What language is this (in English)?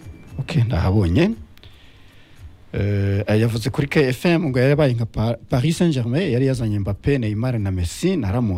Kinyarwanda